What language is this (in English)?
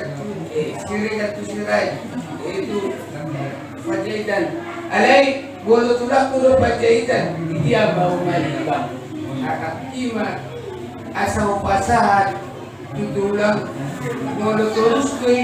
Batak Toba